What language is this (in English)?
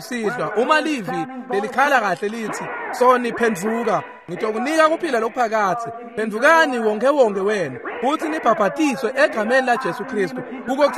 Swati